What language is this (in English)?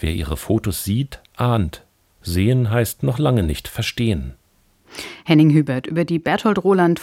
German